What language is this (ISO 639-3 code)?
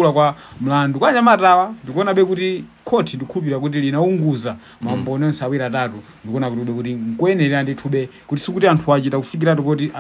nya